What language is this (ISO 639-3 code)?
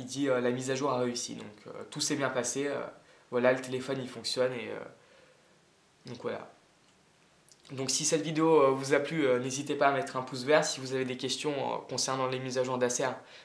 fra